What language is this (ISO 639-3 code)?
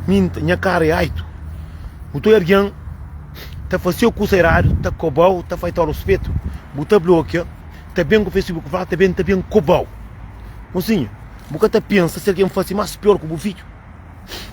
kea